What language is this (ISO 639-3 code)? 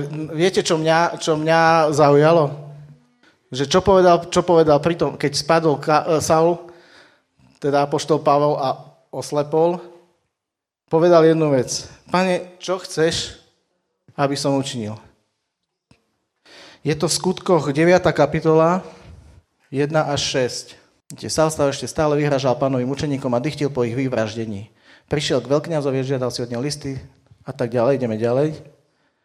slk